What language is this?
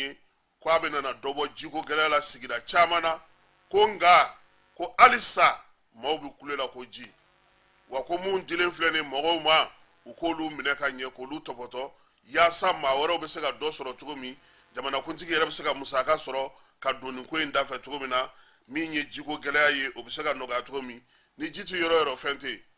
Bambara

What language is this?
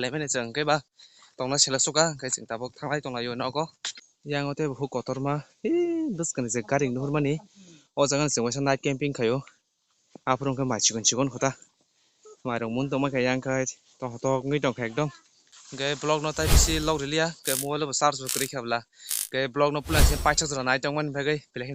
Kok Borok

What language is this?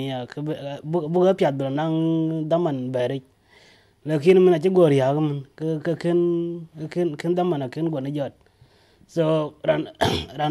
Dinka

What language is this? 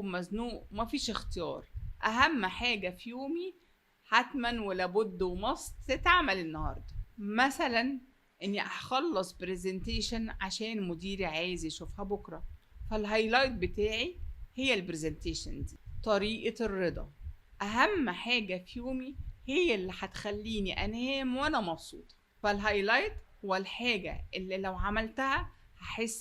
Egyptian Arabic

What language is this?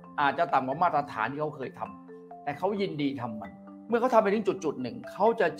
Thai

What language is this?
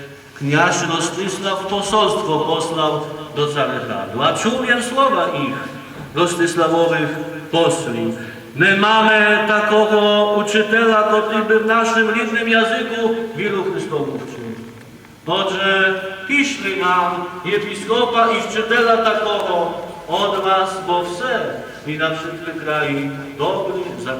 Rusyn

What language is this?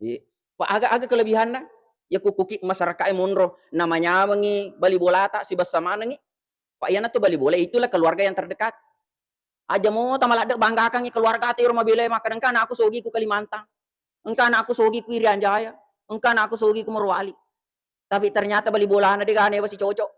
Buginese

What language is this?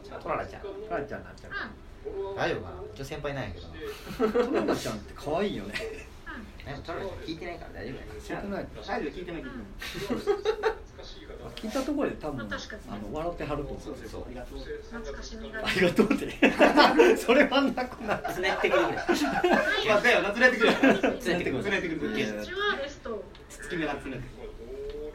Japanese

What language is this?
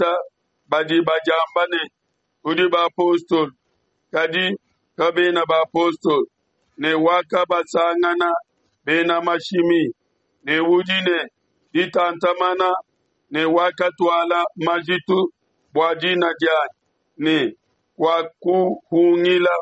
Luba-Lulua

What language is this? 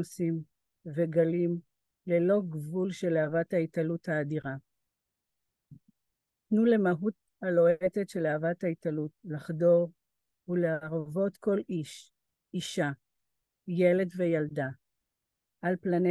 Hebrew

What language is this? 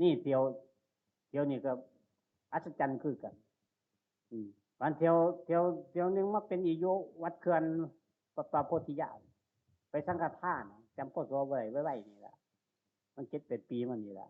Northeastern Thai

